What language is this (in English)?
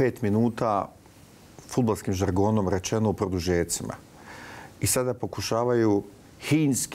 Bosnian